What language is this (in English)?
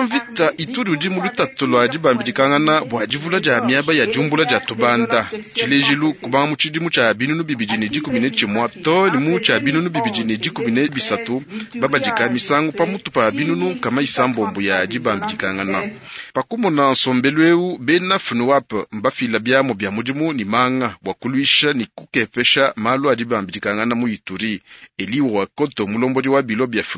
Luba-Lulua